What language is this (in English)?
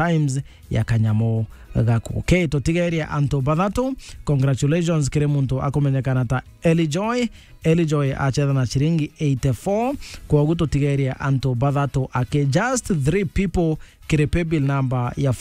Meru